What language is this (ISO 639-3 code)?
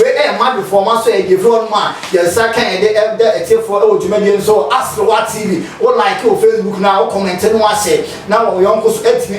aka